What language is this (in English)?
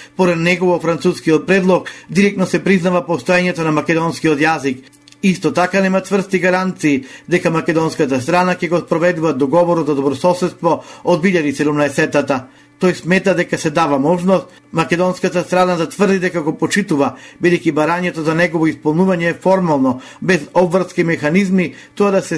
Macedonian